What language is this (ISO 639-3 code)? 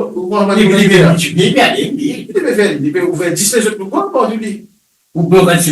mfe